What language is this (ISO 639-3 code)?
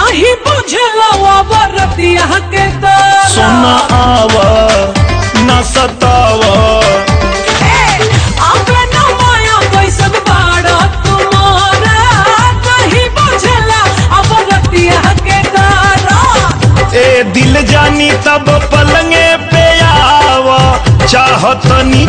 bho